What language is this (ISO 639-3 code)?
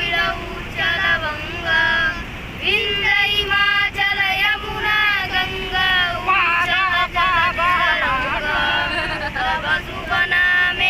hne